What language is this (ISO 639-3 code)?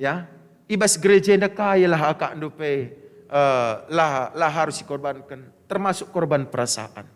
btx